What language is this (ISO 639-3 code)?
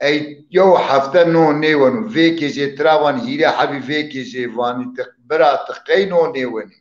zza